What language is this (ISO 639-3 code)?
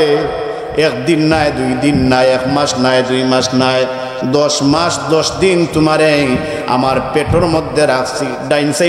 syl